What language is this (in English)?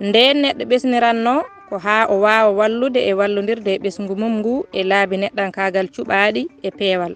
Fula